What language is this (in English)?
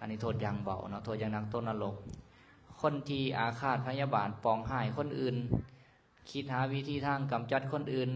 Lao